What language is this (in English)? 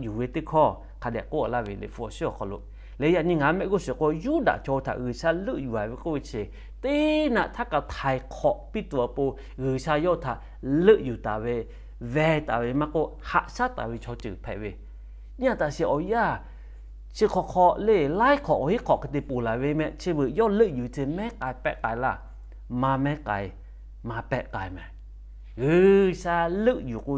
Lahu